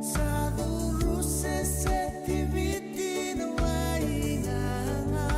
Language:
Fijian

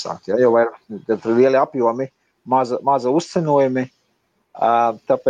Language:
Latvian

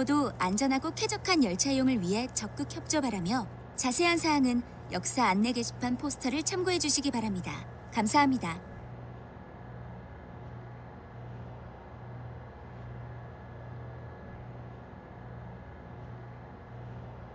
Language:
Korean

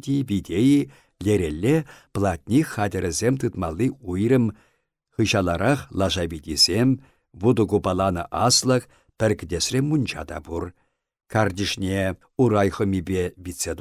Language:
Chuvash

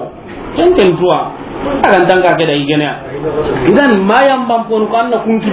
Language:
Soninke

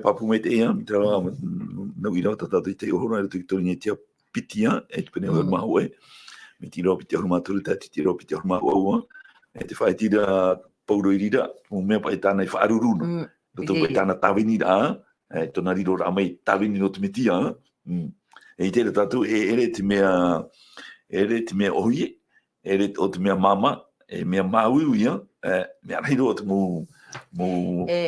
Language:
Tahitian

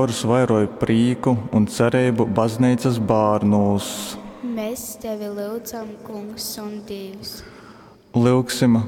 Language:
Latgalian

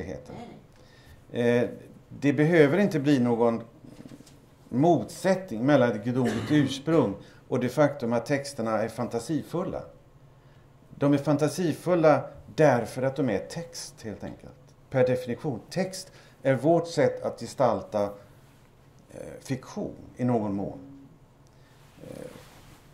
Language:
Swedish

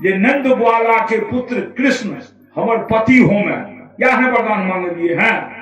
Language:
Maithili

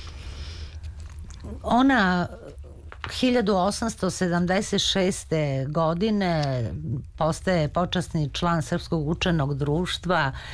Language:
Serbian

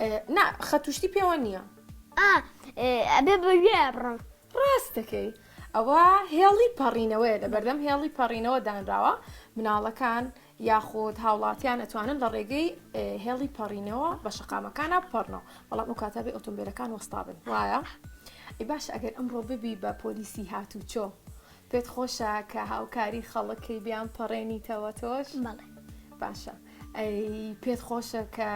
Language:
Central Kurdish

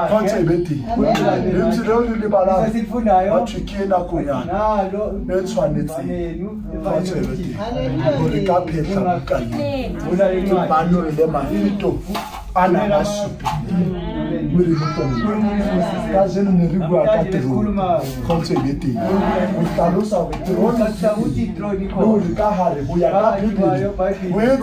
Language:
Southern Sotho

